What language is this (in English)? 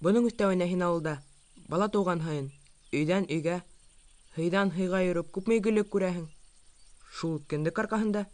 Bashkir